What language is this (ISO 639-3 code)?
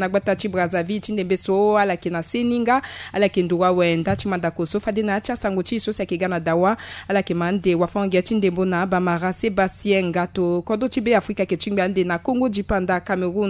sag